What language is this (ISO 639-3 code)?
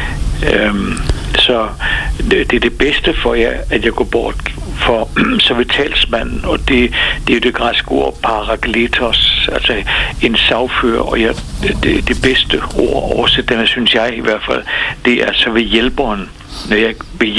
dan